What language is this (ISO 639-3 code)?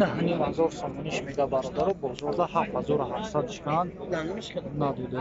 tgk